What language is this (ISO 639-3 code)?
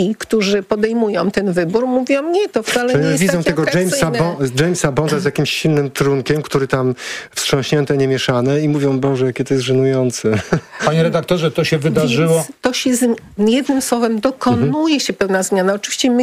pol